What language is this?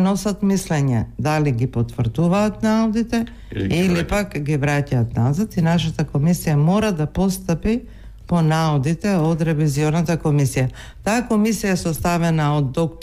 Macedonian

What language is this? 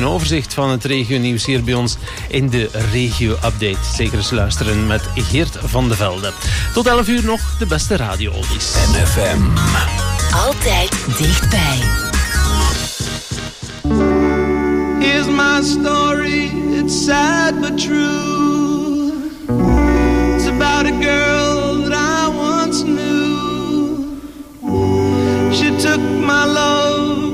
Dutch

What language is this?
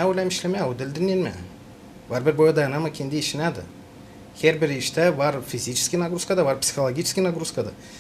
Gagauz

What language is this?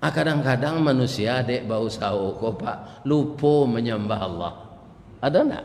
Minangkabau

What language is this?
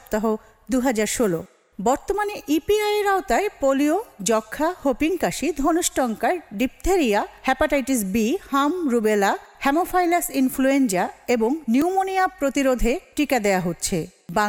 Bangla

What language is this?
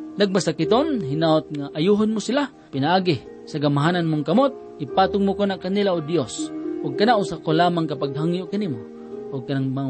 Cebuano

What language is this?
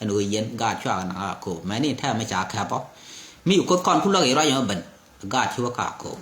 Nuer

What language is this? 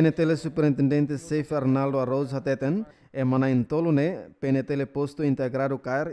Tetum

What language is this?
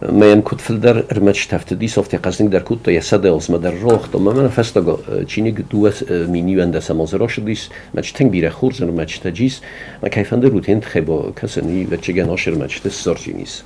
Ossetic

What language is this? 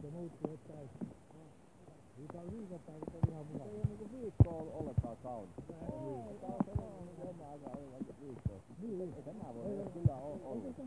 Finnish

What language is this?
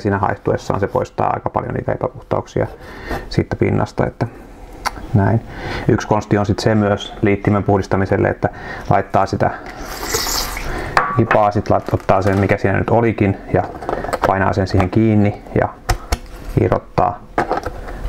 Finnish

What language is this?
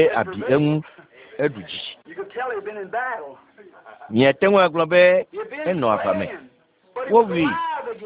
Ewe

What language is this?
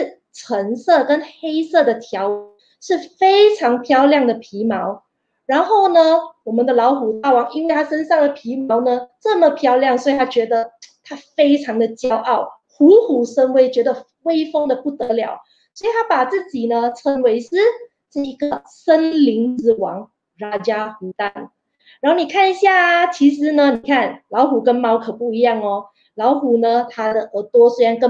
Chinese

